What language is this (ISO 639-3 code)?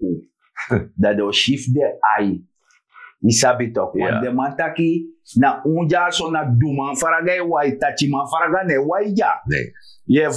srn